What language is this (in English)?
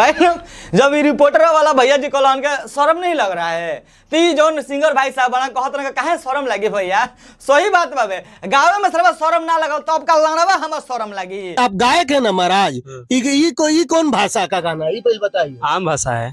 Bhojpuri